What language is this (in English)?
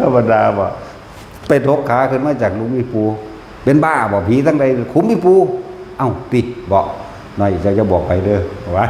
Northeastern Thai